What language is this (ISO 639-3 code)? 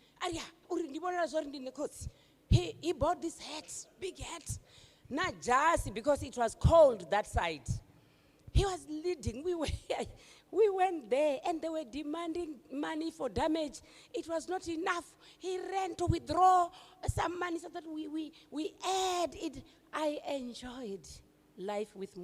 ven